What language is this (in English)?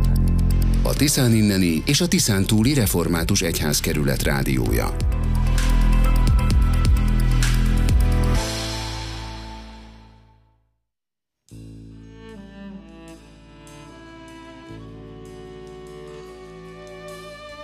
Hungarian